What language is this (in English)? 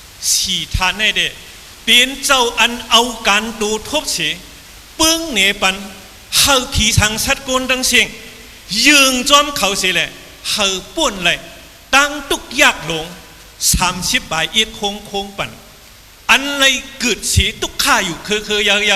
Shan